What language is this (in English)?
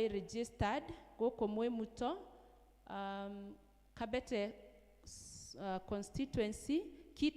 Kikuyu